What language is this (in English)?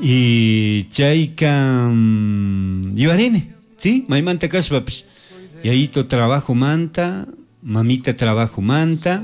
Chimborazo Highland Quichua